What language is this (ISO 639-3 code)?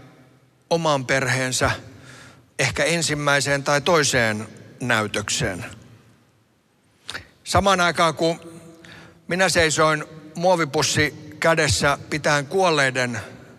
fin